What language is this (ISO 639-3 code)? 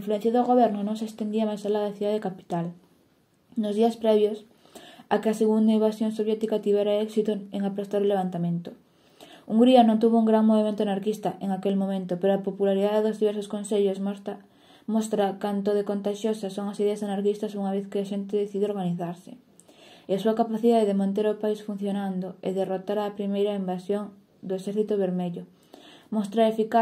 glg